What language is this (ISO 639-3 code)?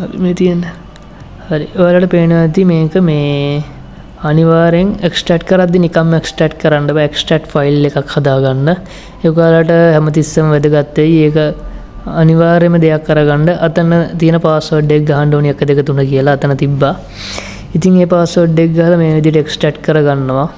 sin